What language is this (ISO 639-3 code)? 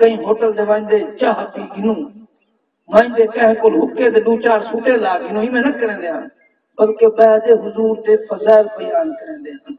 skr